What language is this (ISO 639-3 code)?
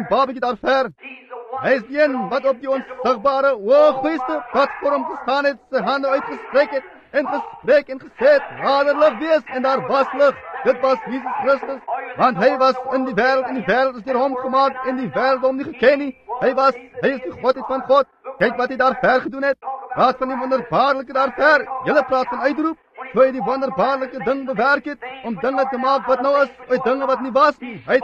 afr